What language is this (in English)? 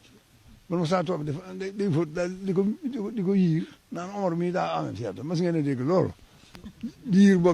Wolof